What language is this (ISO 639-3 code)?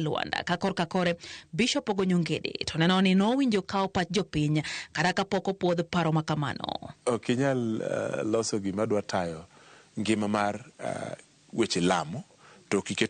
luo